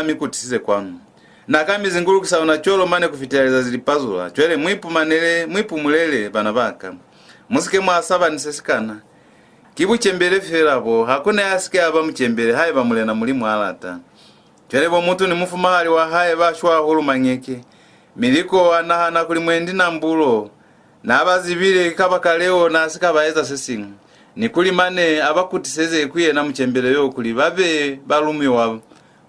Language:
Lozi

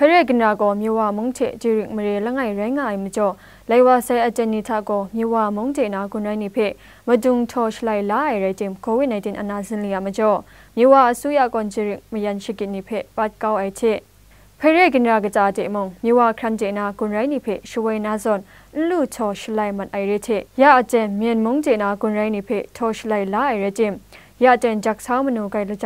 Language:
Kachin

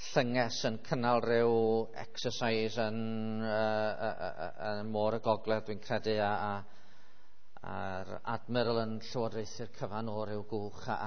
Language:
Welsh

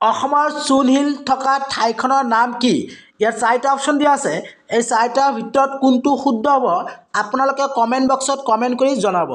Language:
Assamese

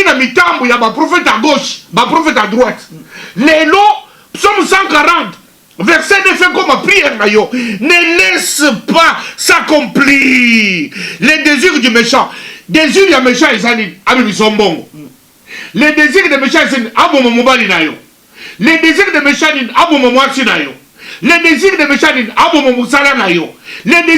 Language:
Lingala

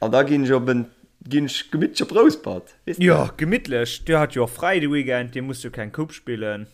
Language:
Luxembourgish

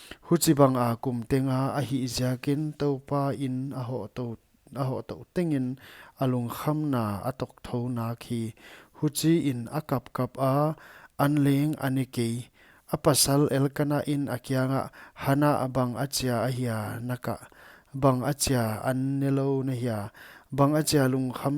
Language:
Paite Chin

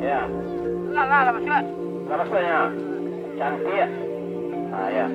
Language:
Minangkabau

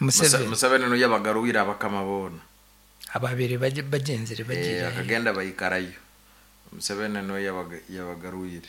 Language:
Nyankole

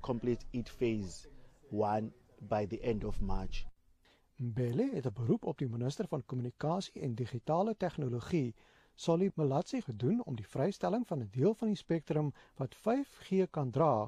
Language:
Afrikaans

